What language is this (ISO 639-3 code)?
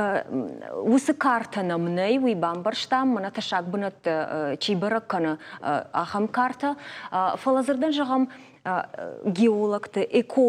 oss